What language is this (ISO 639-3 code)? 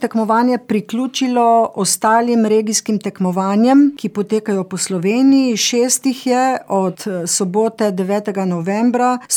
slv